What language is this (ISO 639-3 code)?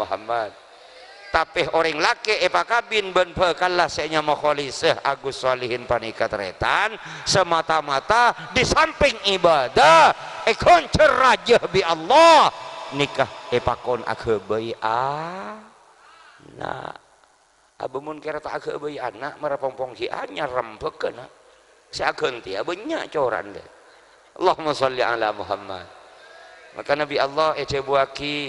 mad